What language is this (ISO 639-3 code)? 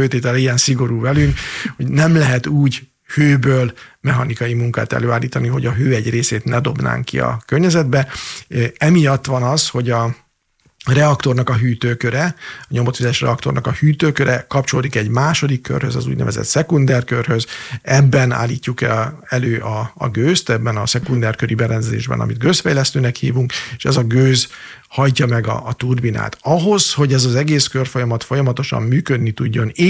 hun